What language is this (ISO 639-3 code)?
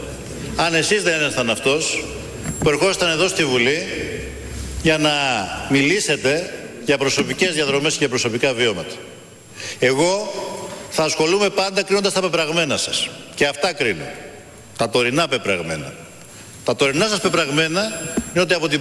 ell